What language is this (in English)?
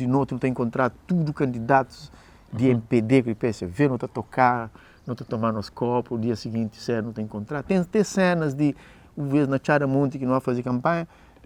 Kabuverdianu